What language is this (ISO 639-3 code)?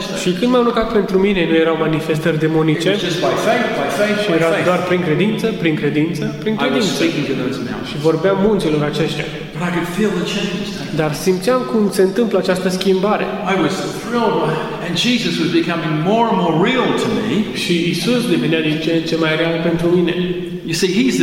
ron